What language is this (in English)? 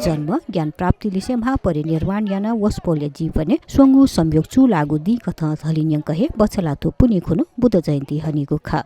Newari